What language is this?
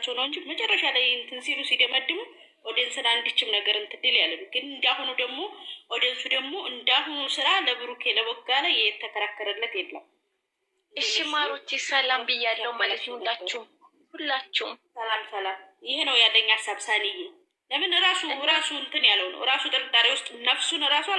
Amharic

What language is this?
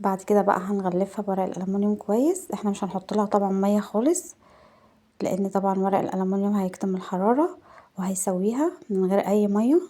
Egyptian Arabic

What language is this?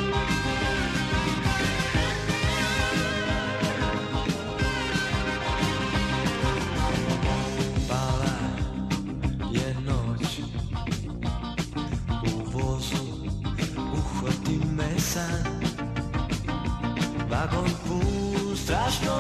Serbian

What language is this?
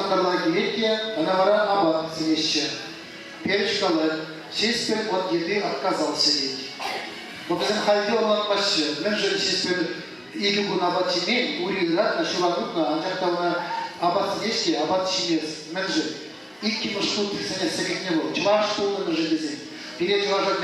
Chuvash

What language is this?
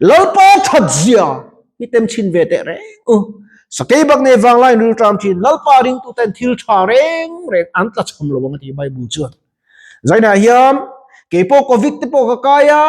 Mizo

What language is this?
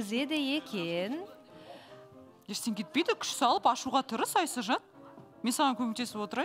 Kazakh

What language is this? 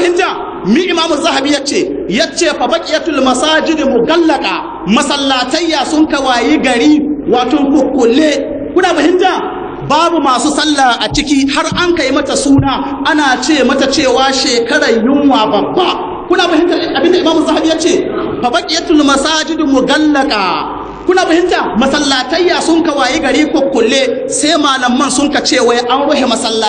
Hausa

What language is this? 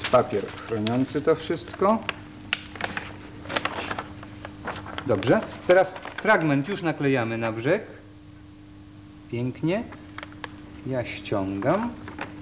Polish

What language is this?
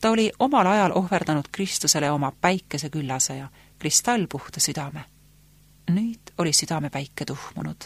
Estonian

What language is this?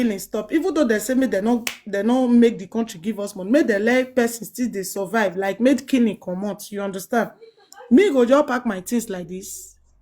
Nigerian Pidgin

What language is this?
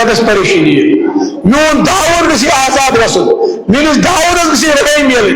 Kashmiri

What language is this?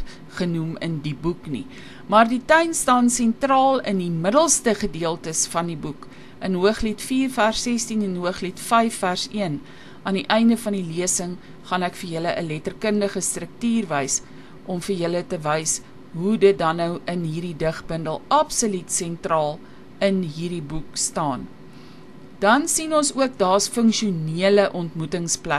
Afrikaans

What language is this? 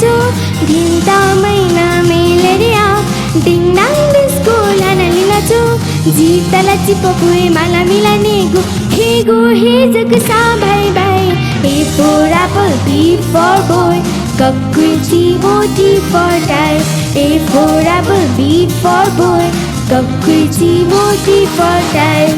Newari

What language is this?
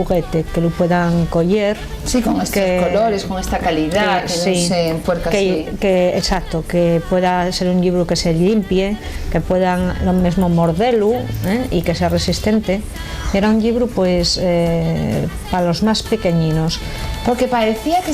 Asturian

